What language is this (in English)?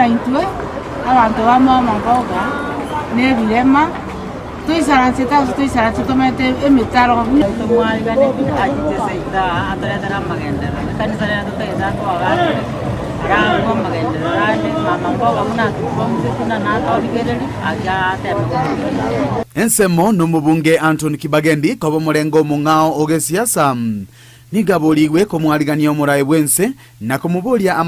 Gusii